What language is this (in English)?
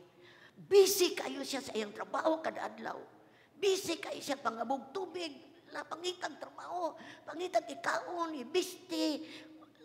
Cebuano